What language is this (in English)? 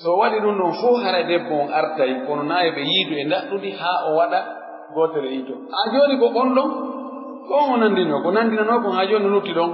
Pular